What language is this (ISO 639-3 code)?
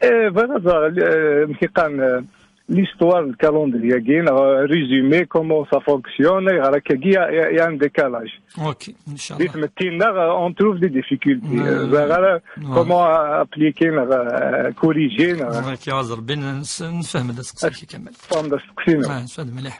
kab